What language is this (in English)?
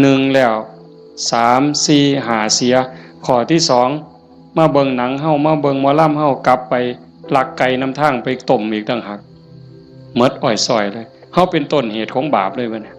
Northeastern Thai